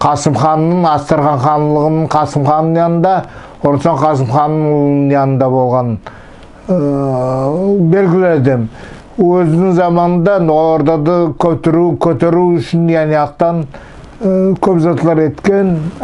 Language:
Nogai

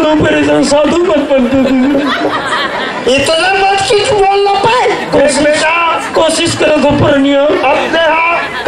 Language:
Chhattisgarhi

